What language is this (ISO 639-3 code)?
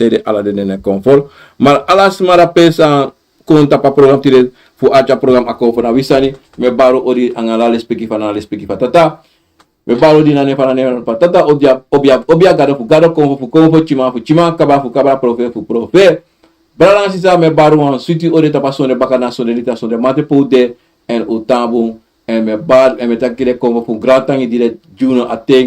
srn